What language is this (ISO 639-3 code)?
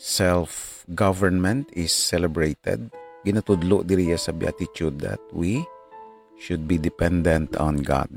hil